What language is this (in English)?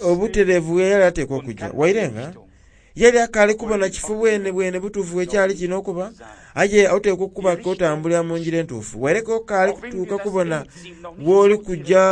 Soga